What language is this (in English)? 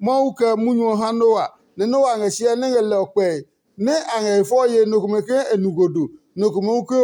Adangme